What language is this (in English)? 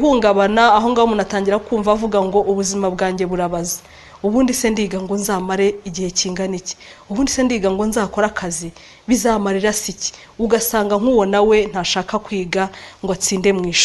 Kinyarwanda